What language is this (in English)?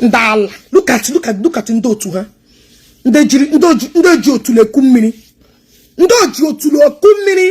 Igbo